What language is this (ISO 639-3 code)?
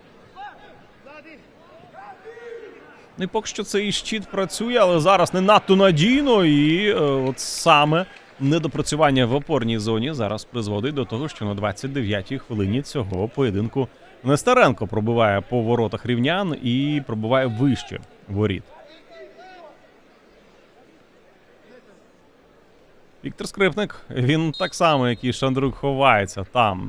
ukr